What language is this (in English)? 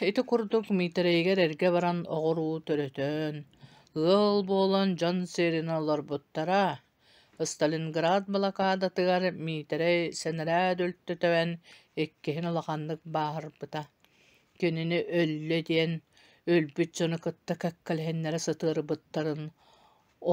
Yakut